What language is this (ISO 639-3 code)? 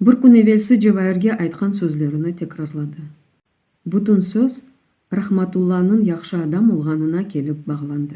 crh